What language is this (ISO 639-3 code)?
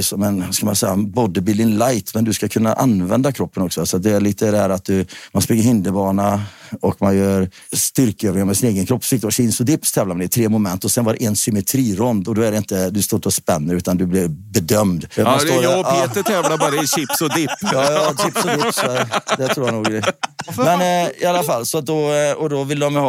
swe